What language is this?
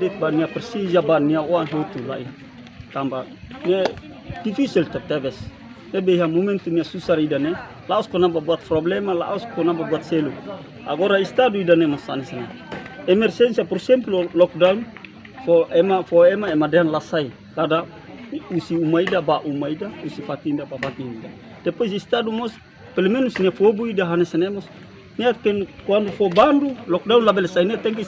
Tetum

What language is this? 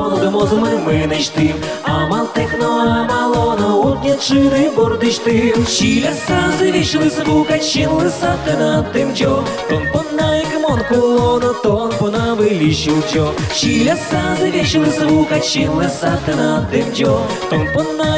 Udmurt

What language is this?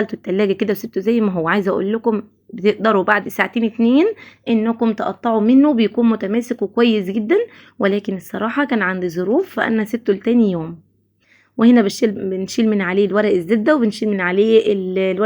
Egyptian Arabic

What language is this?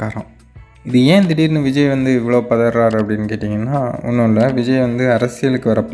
Tamil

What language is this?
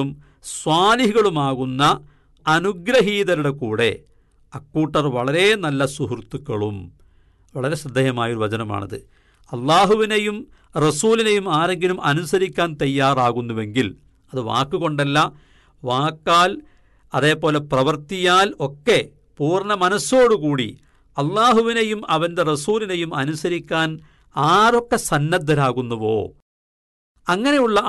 Malayalam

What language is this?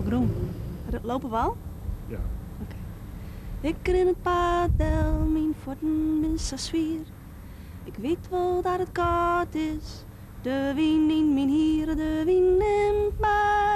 Western Frisian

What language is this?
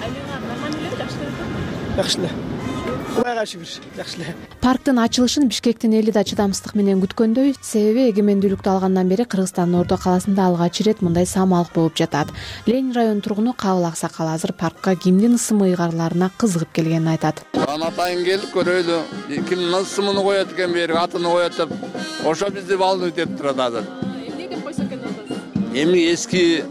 Kyrgyz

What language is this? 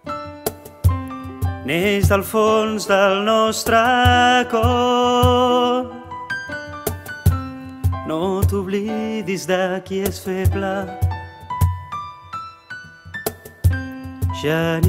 Catalan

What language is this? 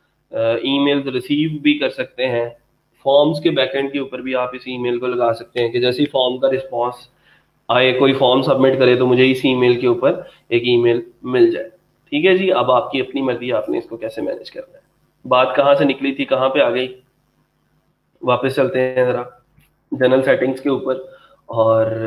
Hindi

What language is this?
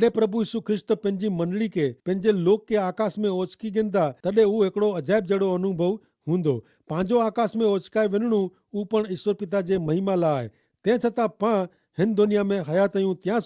Kachhi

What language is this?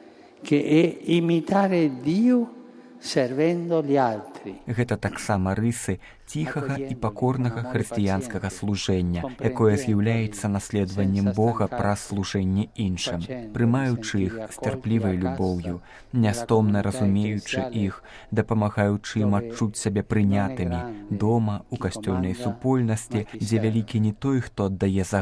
Belarusian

